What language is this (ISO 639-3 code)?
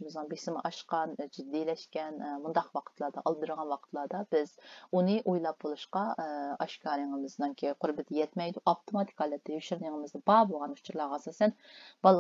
uig